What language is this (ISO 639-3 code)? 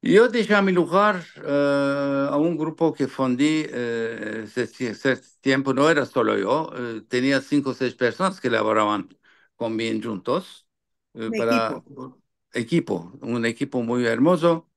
lad